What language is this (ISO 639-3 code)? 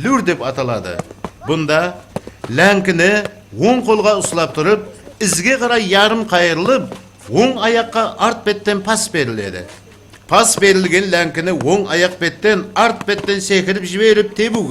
kaa